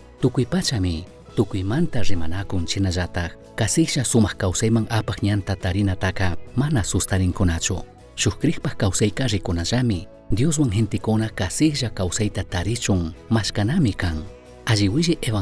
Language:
Chimborazo Highland Quichua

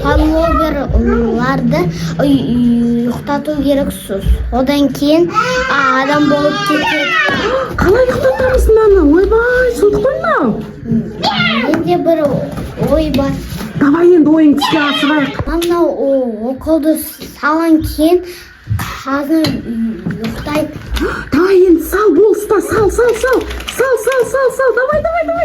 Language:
Kazakh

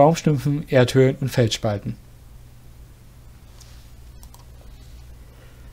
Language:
German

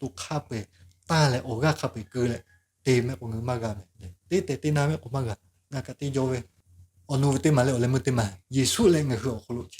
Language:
Lahu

